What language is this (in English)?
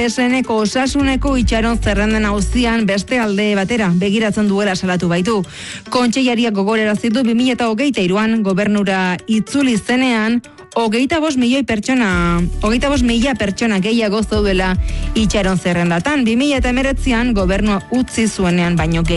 Basque